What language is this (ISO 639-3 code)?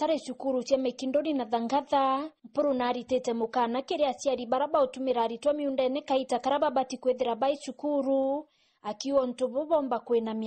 mer